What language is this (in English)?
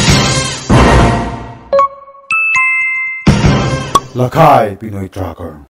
Filipino